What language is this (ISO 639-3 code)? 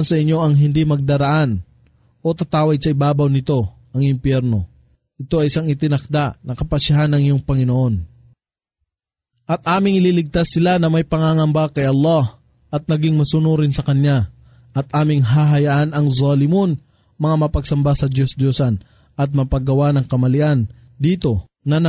fil